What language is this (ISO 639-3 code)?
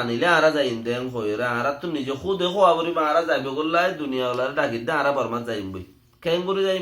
rhg